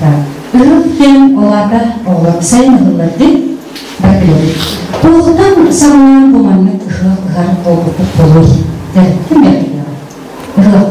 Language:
Yakut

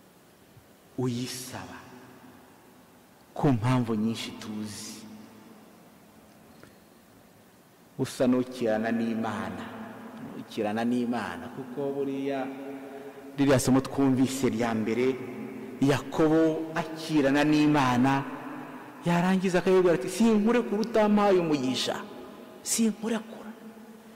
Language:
Kinyarwanda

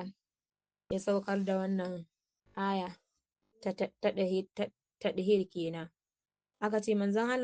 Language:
Hausa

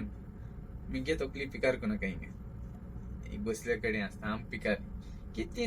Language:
Konkani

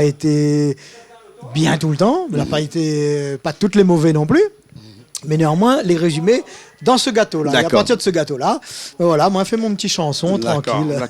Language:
Réunion Creole French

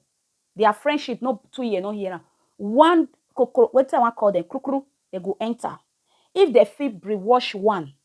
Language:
Nigerian Pidgin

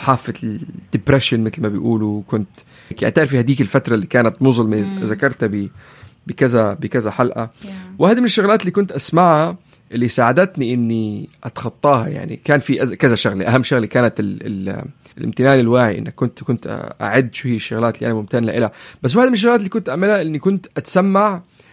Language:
North Levantine Arabic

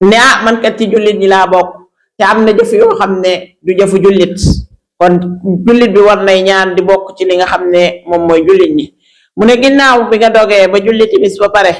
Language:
Wolof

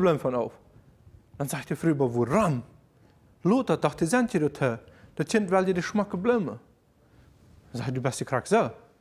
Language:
German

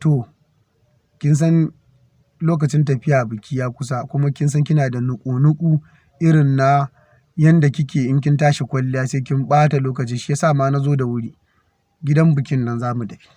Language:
Hausa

